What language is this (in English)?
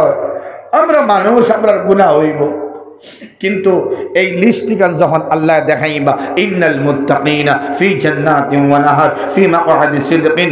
Sylheti